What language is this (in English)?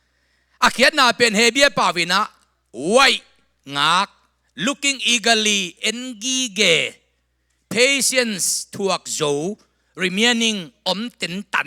Tedim Chin